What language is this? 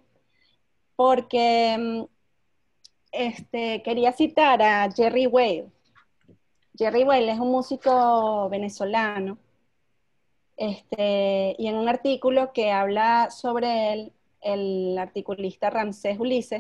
Spanish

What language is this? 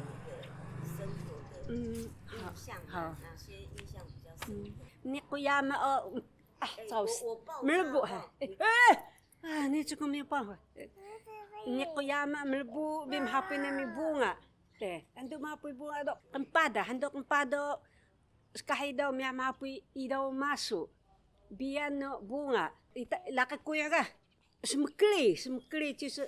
Taroko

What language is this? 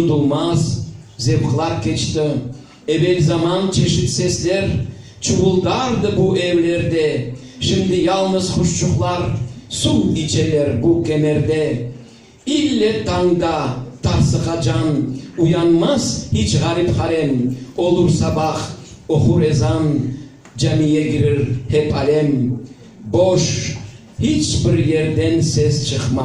Crimean Tatar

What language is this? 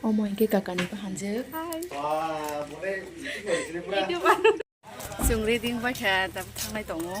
Kok Borok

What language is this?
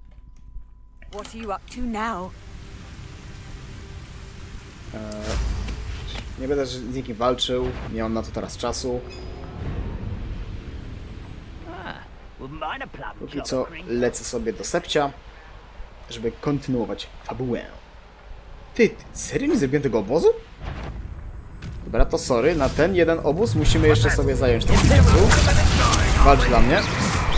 Polish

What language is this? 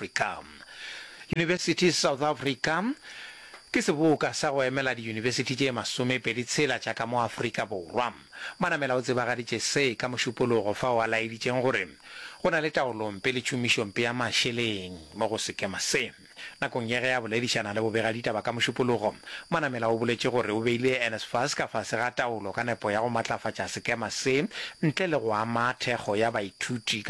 Northern Sotho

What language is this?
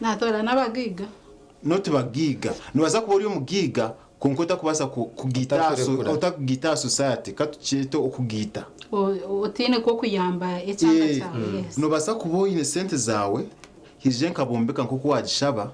Nyankole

